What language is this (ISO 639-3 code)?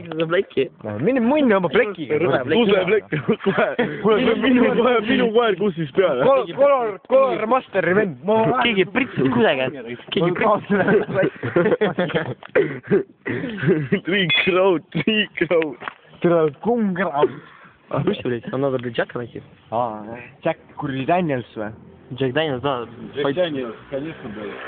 est